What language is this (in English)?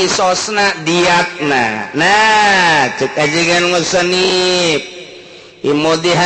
Sundanese